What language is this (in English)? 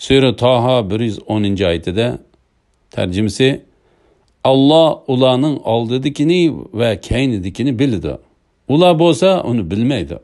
Uyghur